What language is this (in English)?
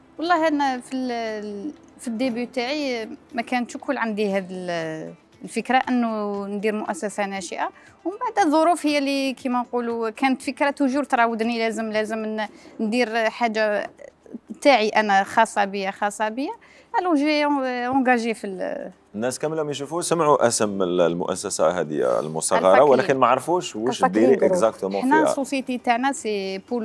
Algerian Arabic